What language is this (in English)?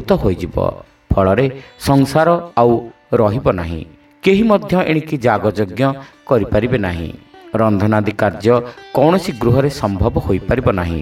Odia